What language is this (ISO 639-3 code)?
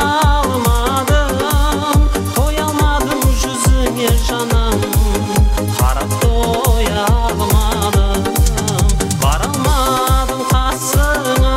kaz